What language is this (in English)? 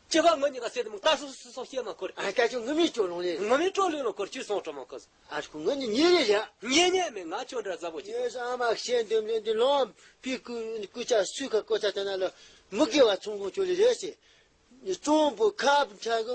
Tibetan